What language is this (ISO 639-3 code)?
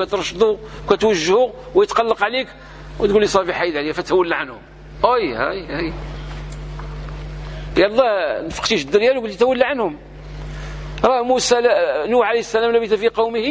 ary